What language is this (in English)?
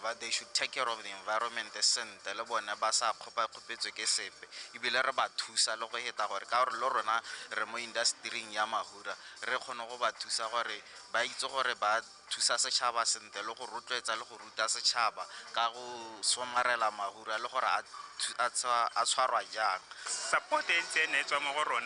Tswana